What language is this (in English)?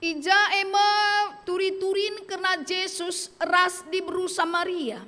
Batak Karo